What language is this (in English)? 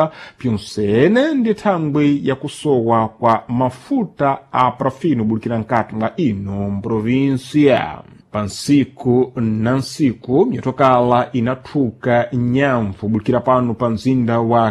Sena